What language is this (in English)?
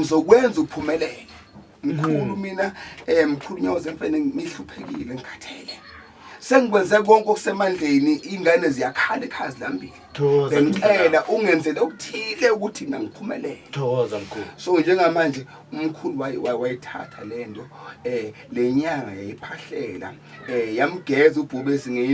Zulu